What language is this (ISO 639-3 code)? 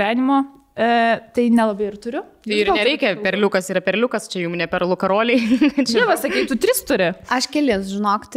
lit